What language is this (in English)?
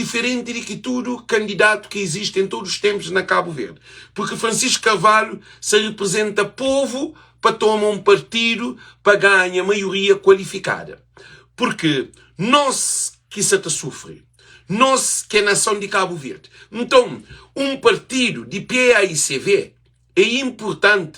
Kabuverdianu